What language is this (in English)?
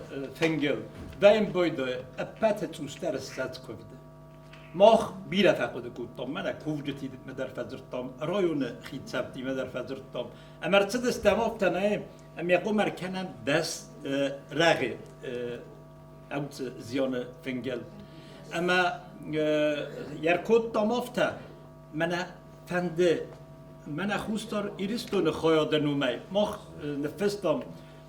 Ossetic